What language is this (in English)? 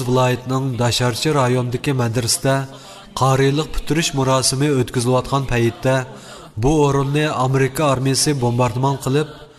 Uyghur